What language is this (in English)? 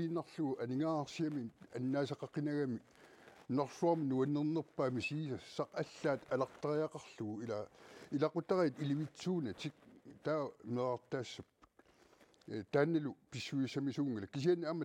Kalaallisut